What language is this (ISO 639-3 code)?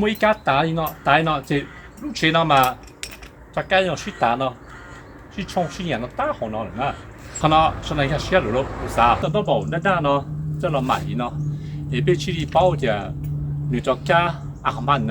hmn